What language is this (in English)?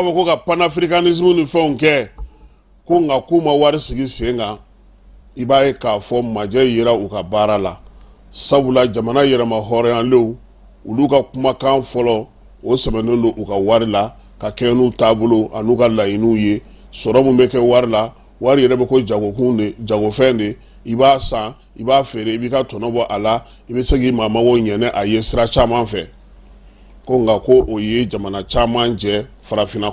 Bambara